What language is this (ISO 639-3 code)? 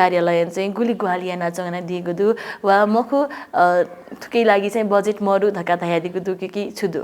new